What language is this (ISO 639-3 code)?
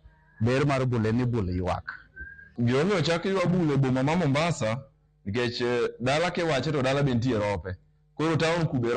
luo